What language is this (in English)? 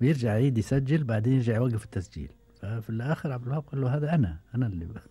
Gulf Arabic